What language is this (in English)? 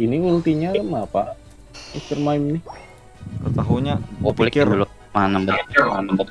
Banjar